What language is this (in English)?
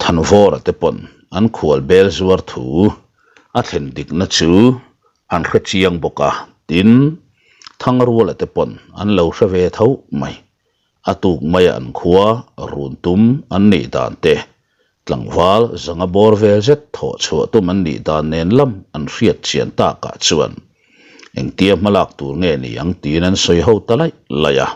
Mizo